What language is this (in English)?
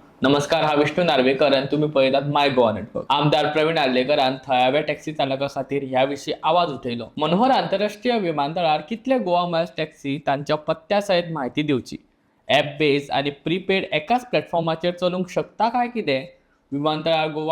Konkani